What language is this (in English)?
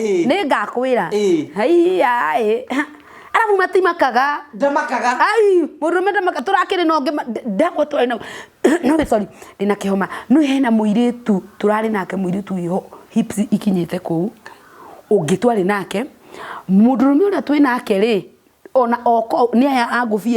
Kikuyu